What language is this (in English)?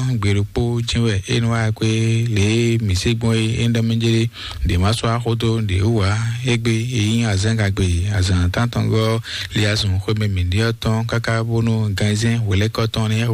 Fon